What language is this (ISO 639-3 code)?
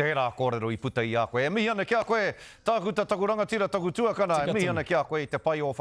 mri